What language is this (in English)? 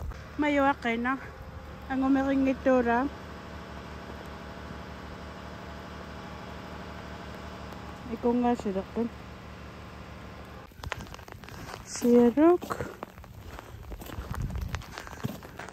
Kalaallisut